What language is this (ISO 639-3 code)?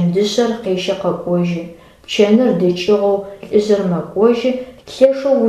ady